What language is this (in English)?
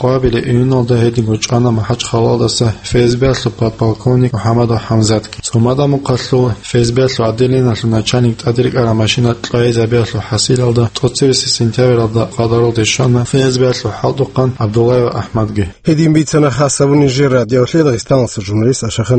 Avaric